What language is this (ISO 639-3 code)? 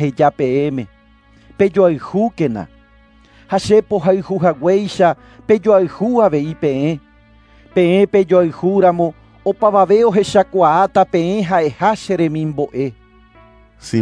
grn